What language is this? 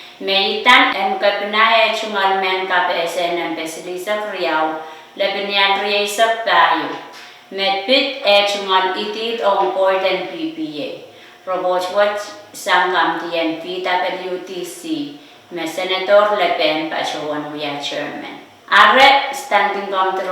Pohnpeian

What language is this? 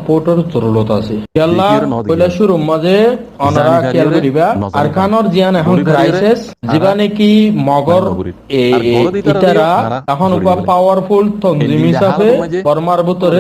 Rohingya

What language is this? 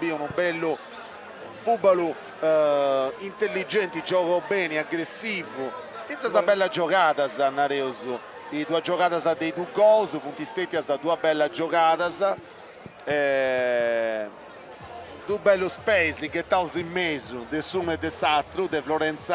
Sardinian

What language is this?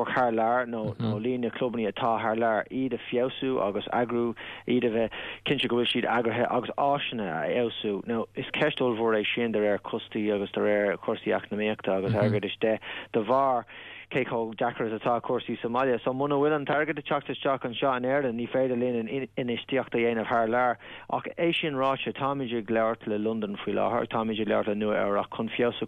Irish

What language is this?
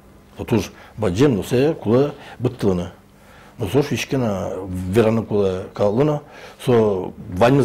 Udmurt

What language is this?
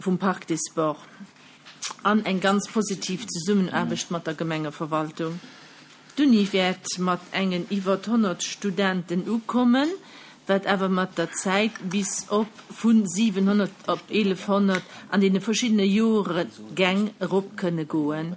Luxembourgish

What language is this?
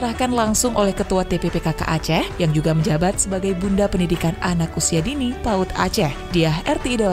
Indonesian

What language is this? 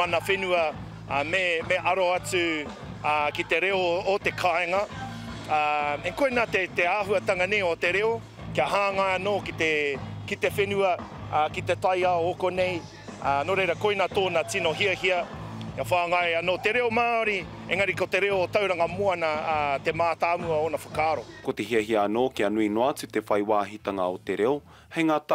Māori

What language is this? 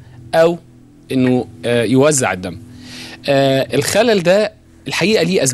Egyptian Arabic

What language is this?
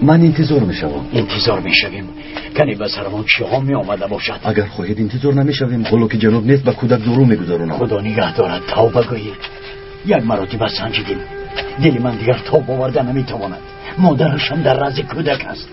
Tajik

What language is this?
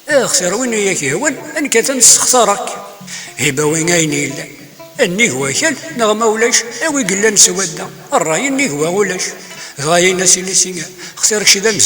Kabyle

